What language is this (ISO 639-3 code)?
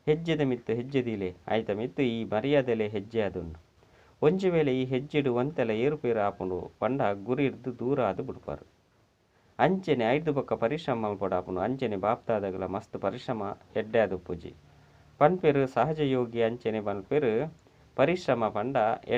tcy